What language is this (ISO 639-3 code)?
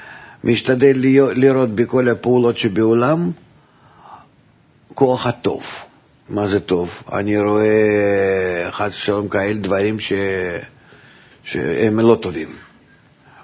heb